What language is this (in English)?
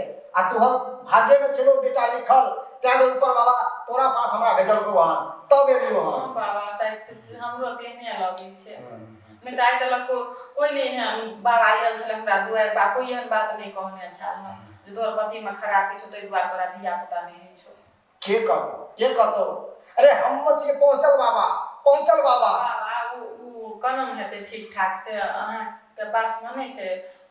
Maithili